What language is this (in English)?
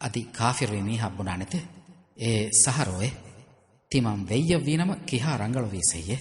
Divehi